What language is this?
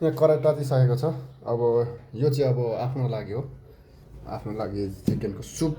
Nepali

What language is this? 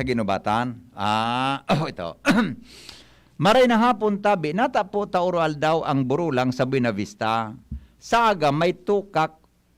Bikol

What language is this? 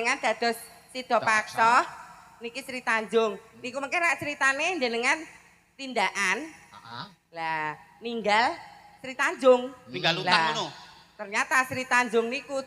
Javanese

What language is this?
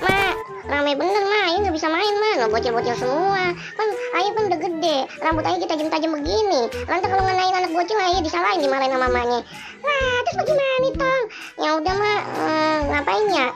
Betawi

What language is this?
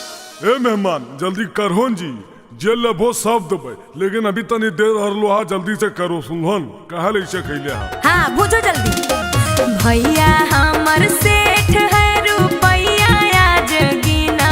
Magahi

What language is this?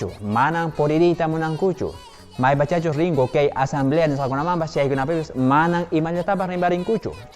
Quechua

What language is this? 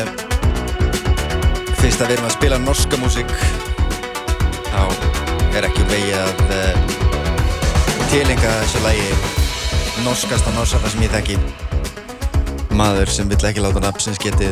Icelandic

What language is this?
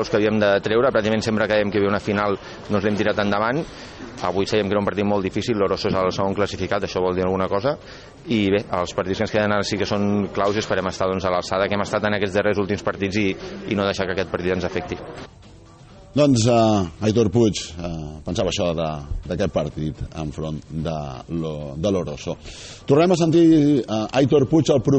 Catalan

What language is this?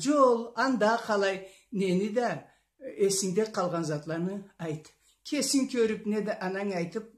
Karachay-Balkar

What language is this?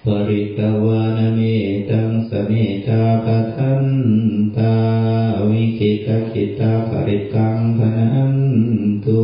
Pali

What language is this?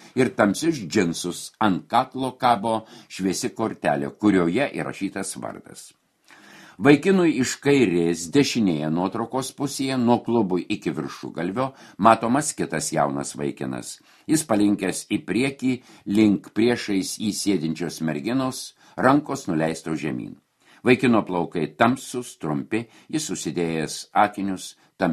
Lithuanian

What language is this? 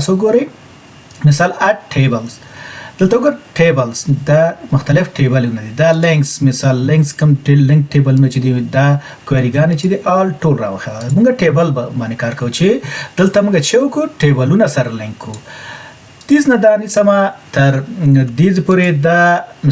Pashto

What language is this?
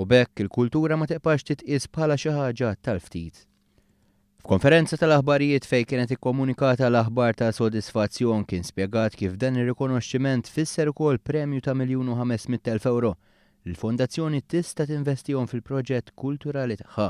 Maltese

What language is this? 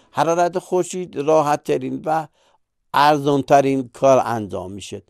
Persian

